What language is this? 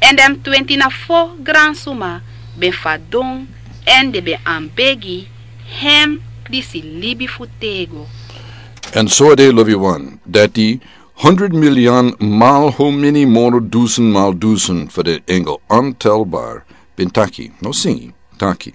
Sranan Tongo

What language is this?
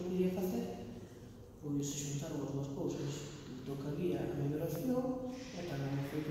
Galician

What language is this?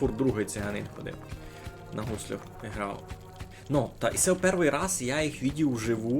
Rusyn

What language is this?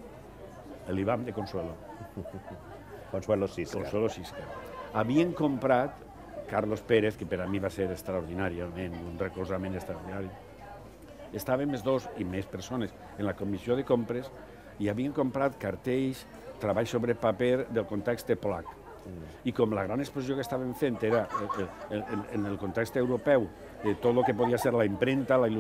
Catalan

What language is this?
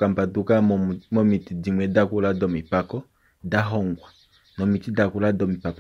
Kuanyama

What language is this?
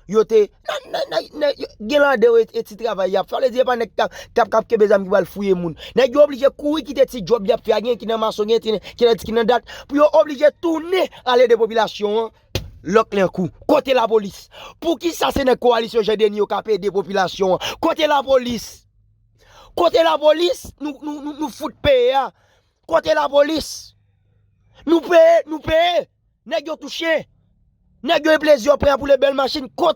Haitian Creole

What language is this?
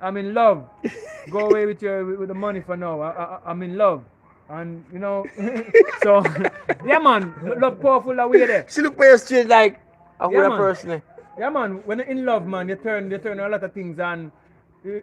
Jamaican Creole English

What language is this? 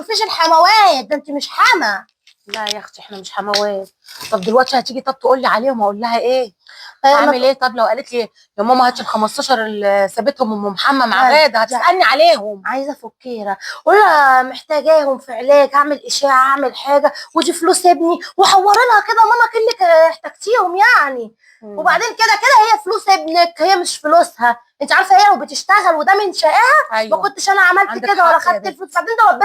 Egyptian Arabic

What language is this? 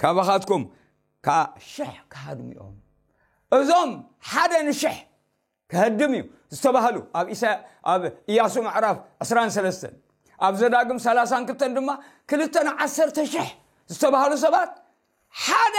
Tigrinya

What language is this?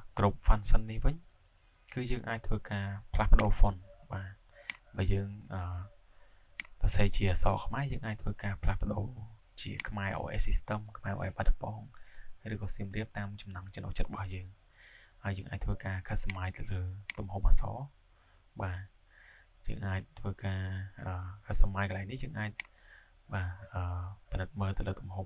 Khmer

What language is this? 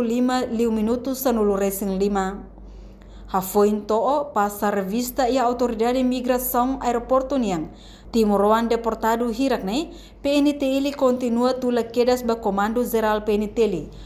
Tetum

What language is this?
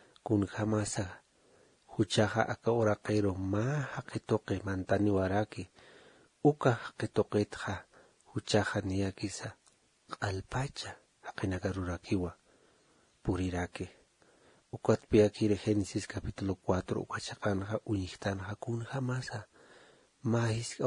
Aymara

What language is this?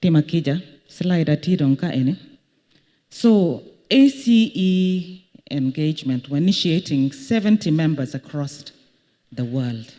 Acoli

